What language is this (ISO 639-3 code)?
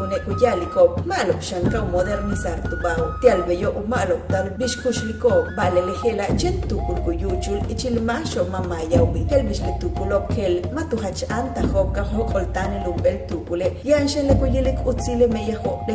yua